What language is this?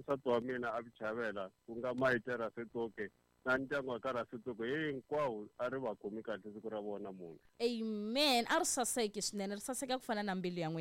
Tsonga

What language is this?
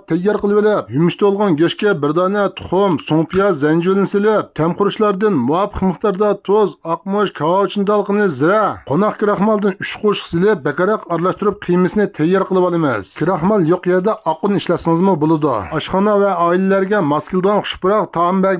Uyghur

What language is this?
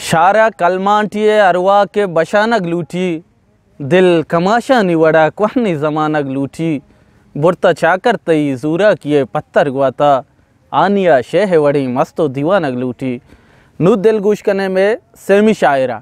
Eastern Balochi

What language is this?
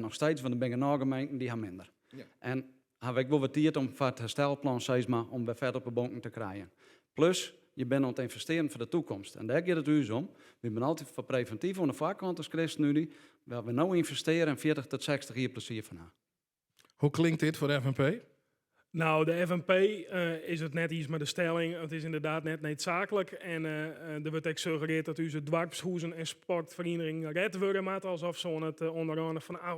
Western Frisian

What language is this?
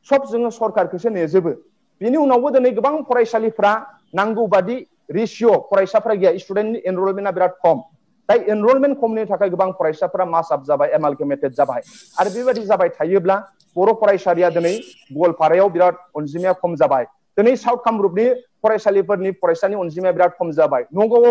Bodo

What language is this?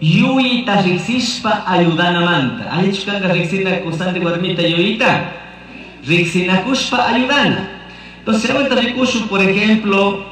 Chimborazo Highland Quichua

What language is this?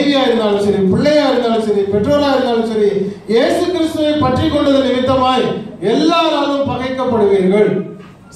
Tamil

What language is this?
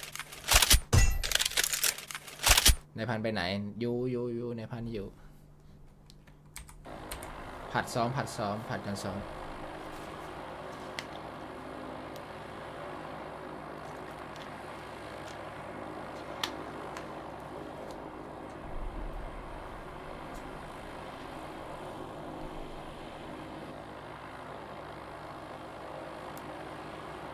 Thai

